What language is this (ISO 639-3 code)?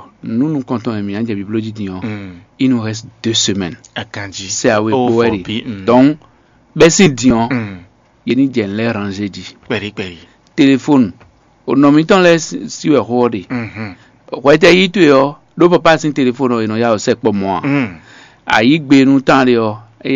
fon